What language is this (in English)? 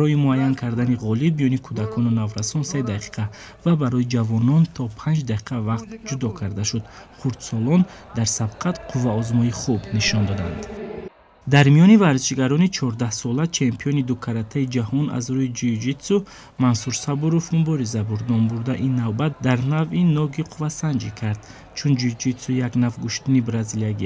Tajik